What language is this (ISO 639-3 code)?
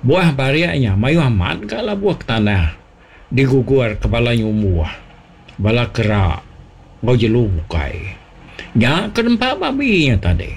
iba